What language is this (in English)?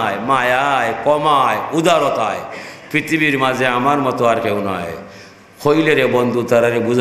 Sylheti